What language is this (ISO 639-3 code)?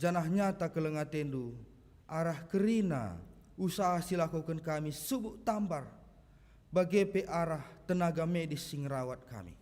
btx